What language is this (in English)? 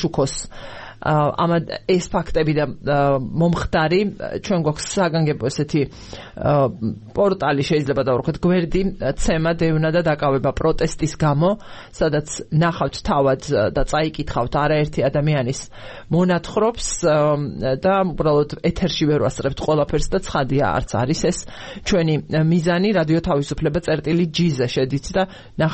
Georgian